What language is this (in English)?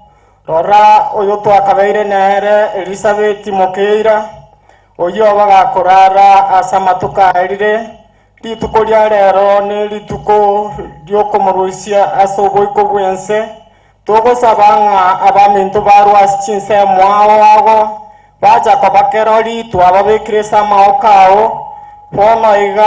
Gusii